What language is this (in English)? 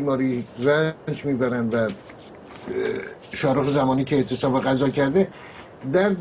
Persian